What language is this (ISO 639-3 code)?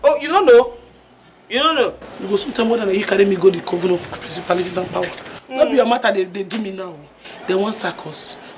pcm